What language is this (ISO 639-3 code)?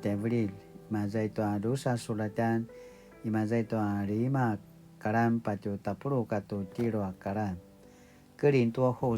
pwn